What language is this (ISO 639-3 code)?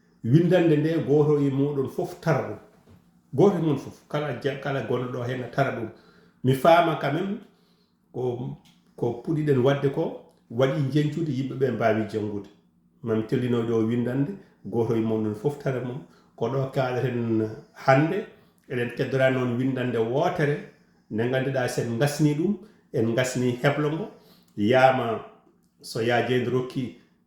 ful